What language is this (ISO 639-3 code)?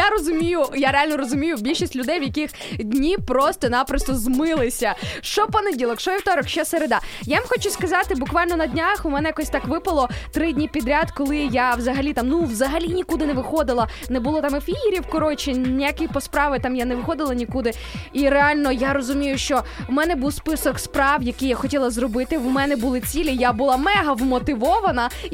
ukr